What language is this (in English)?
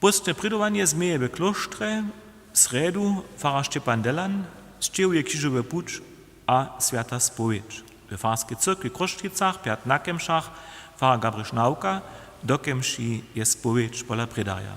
Upper Sorbian